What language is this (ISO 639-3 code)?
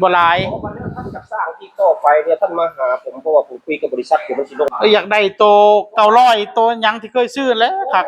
tts